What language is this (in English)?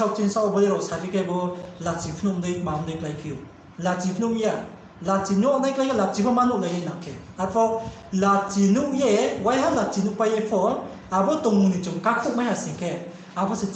Riang (India)